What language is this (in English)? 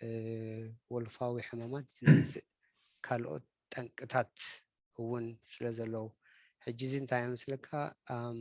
Tigrinya